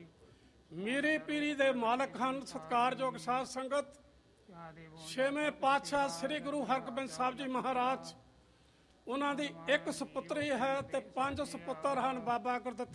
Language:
Punjabi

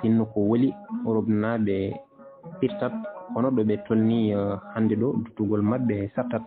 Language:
Fula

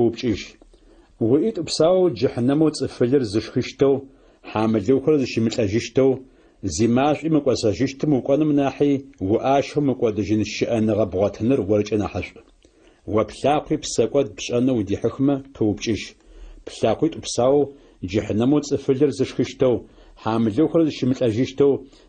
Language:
Adyghe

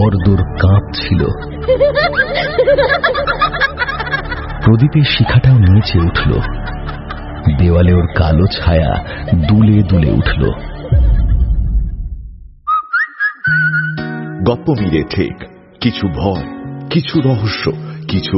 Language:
Bangla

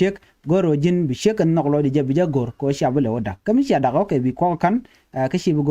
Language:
Nuer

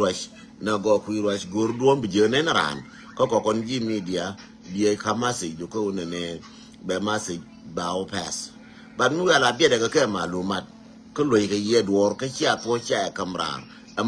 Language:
Nuer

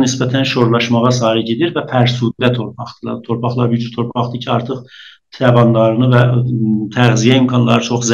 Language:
South Azerbaijani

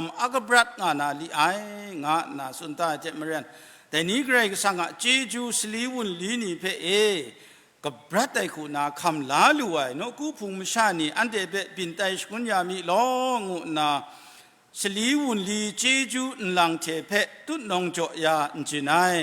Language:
Kachin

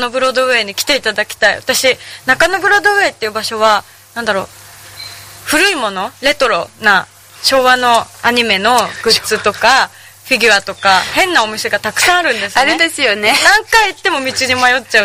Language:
Japanese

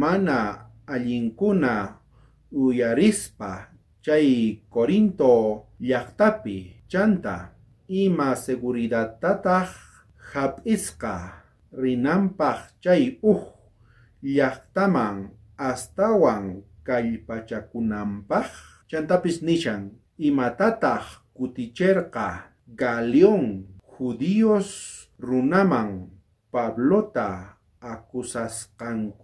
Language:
South Bolivian Quechua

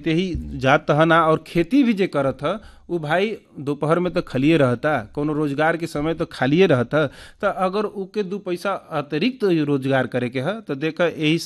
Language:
Bhojpuri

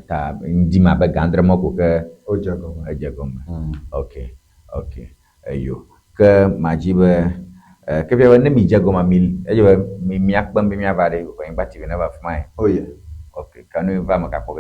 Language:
Ewe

